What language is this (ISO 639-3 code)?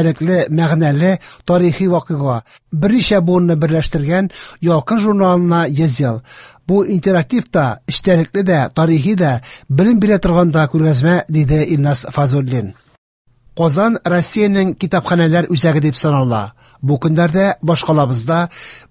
tat